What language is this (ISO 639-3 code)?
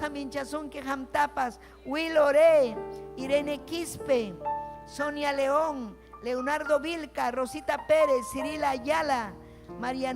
quy